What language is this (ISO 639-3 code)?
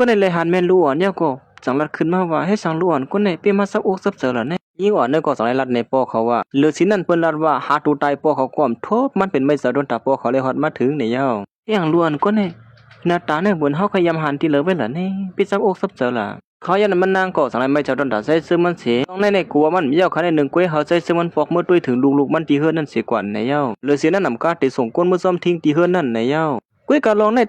shn